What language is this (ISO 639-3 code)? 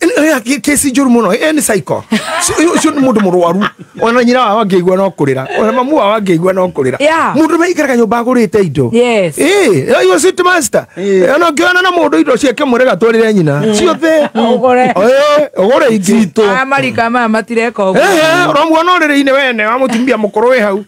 kik